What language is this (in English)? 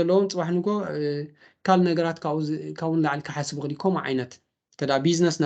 Tigrinya